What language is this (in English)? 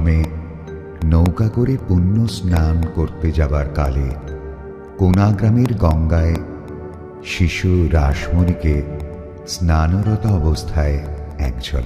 Bangla